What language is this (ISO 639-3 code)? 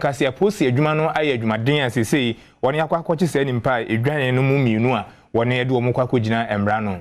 aka